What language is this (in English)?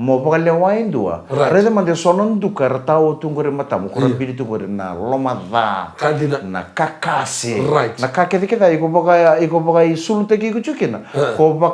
Fijian